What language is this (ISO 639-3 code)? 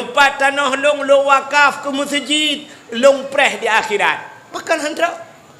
ace